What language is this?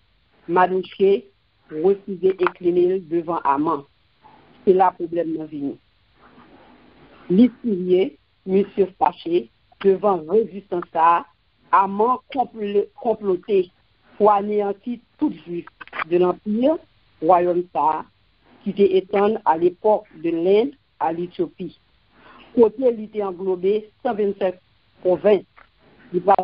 French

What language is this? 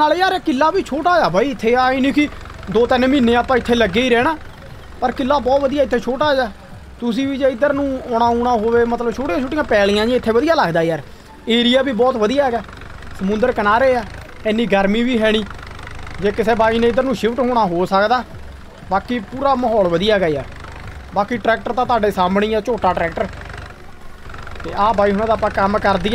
Punjabi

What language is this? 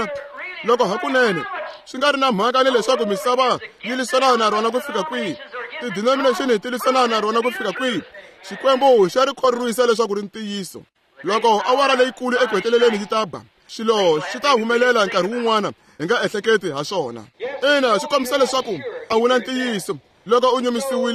Tsonga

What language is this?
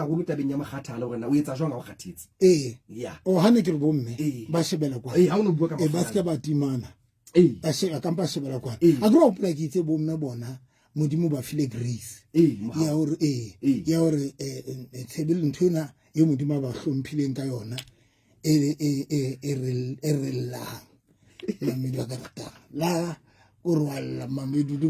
Southern Sotho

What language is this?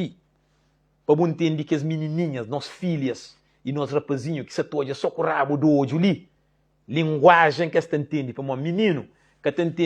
Kabuverdianu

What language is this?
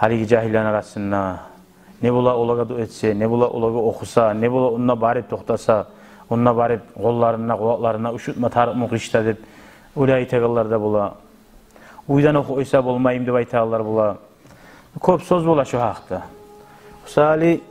Kumyk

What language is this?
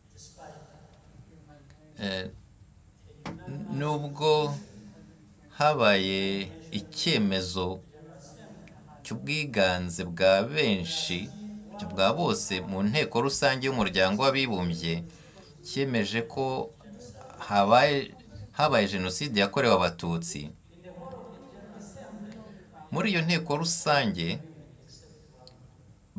Kinyarwanda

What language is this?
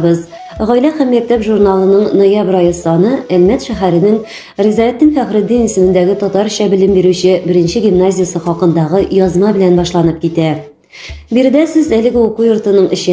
Tatar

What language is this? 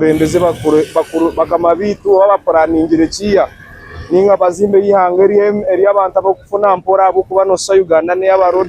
Nyankole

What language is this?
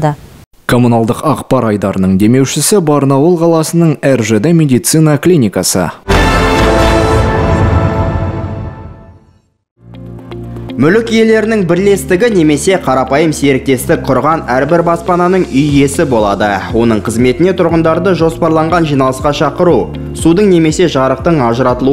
Kazakh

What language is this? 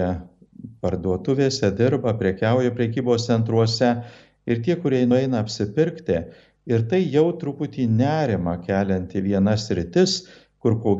Lithuanian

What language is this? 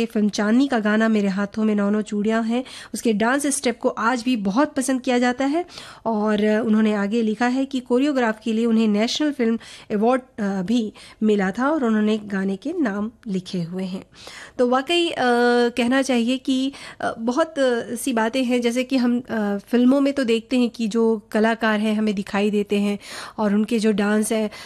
Hindi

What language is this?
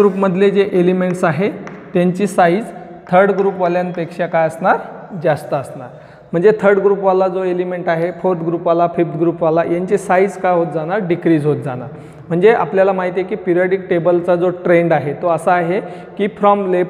Marathi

